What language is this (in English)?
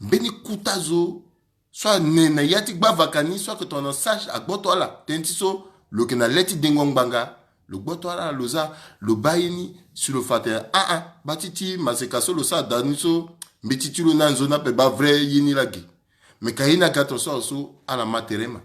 Sango